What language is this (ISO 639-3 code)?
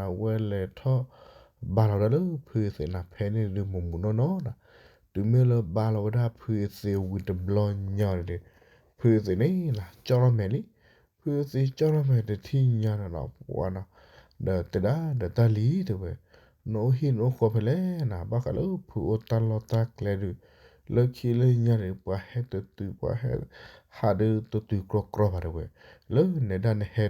ksw